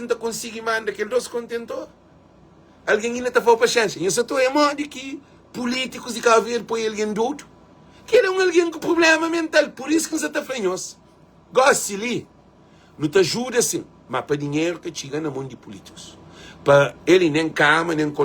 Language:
Kabuverdianu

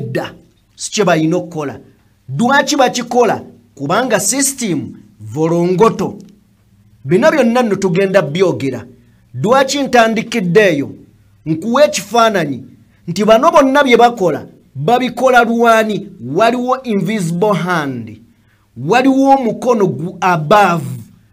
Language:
Ganda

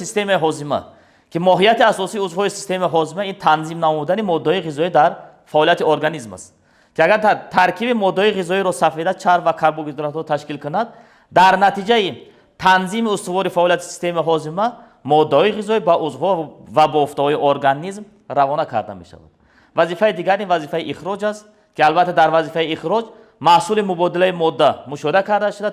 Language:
Tajik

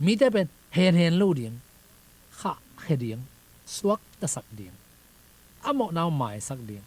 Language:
Tedim Chin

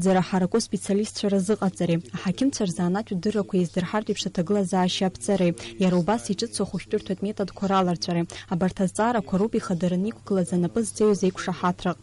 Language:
Abkhazian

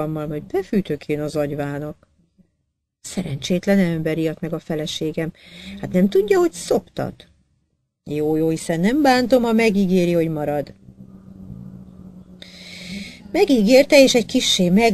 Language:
Hungarian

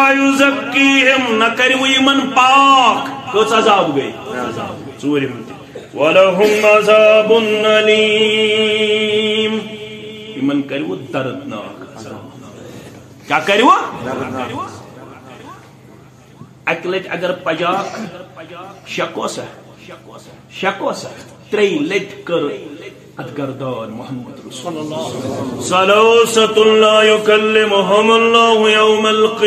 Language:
Kashmiri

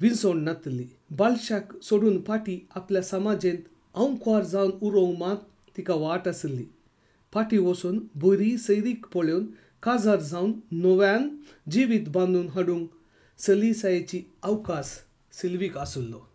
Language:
Konkani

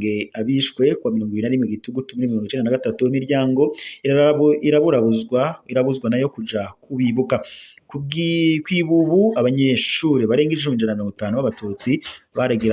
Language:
Rundi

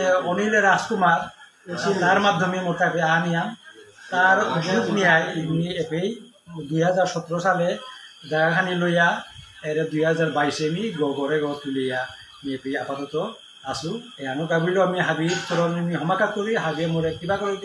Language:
Bishnupriya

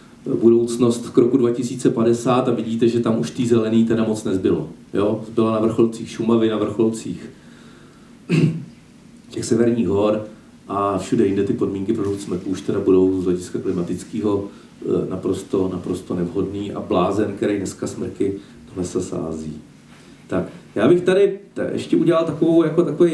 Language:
Czech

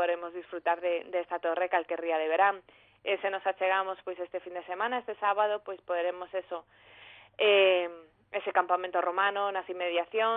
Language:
Galician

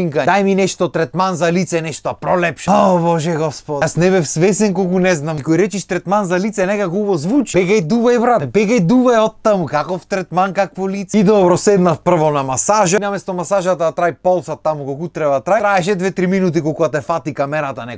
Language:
Macedonian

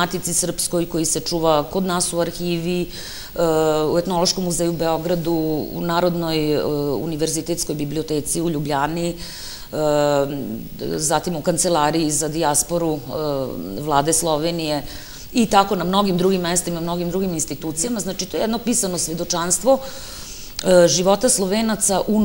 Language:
Serbian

